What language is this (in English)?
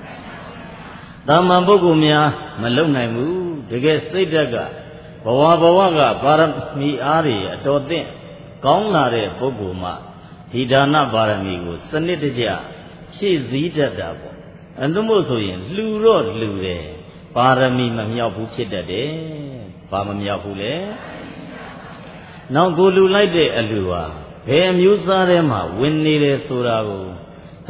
Burmese